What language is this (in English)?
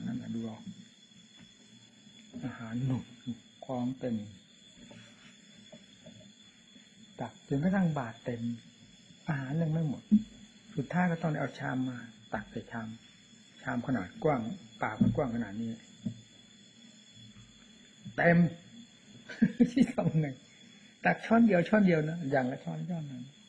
Thai